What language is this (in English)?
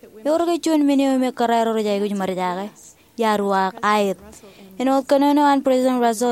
Marshallese